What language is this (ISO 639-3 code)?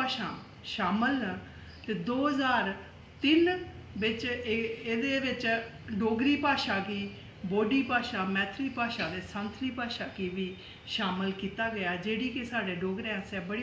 doi